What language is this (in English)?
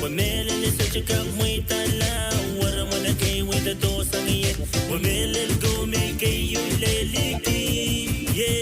Pohnpeian